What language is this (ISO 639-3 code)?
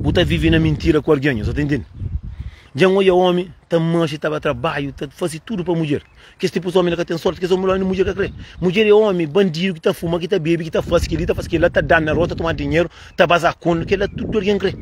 kea